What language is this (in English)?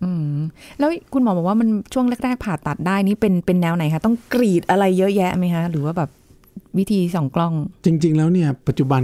Thai